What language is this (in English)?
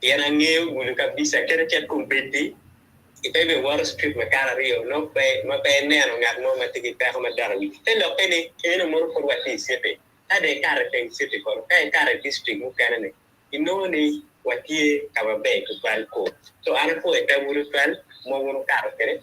Acoli